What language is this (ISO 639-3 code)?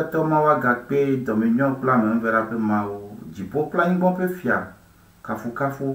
ewe